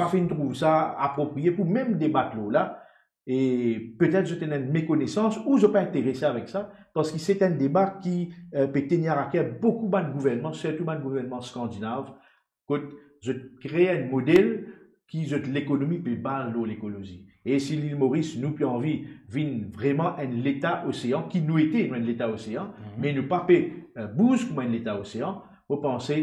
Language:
Morisyen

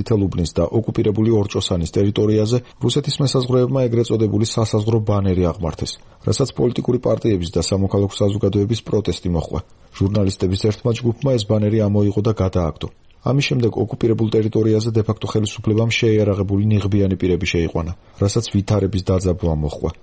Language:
Georgian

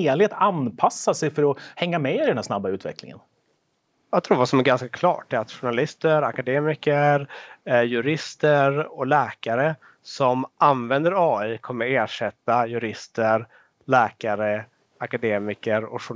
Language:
Swedish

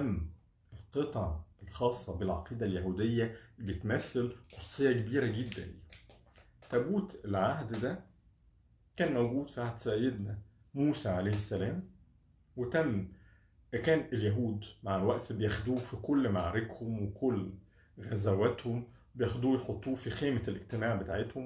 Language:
Egyptian Arabic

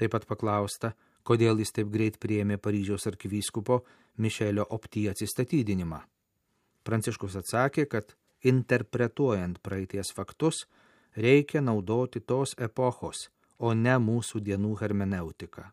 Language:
Lithuanian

